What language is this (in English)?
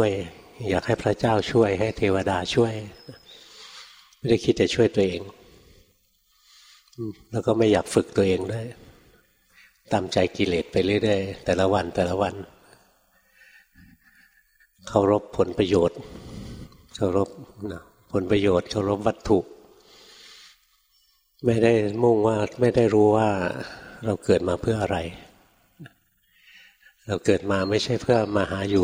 Thai